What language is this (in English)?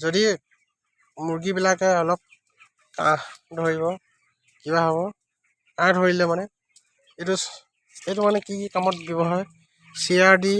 Assamese